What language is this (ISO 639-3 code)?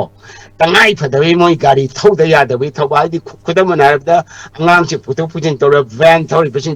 mni